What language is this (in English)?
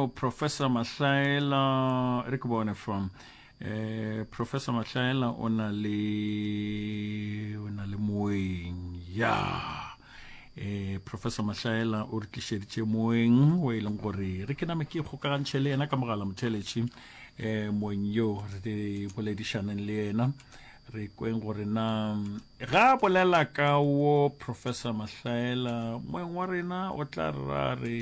Northern Sotho